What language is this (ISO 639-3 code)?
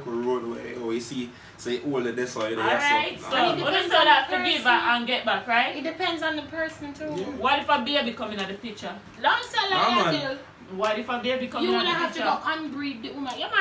jam